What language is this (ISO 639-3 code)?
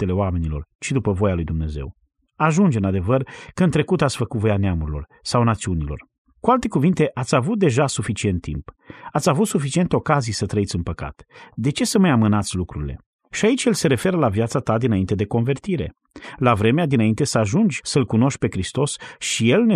ron